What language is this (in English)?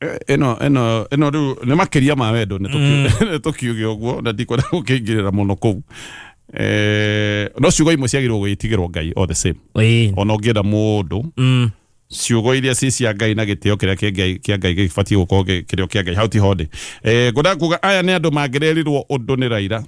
Kikuyu